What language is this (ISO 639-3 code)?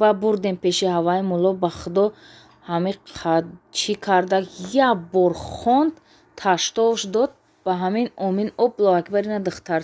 tgk